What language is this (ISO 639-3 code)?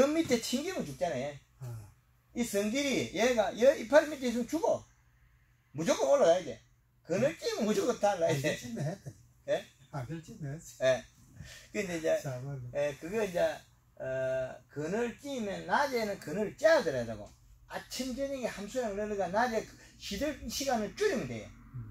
kor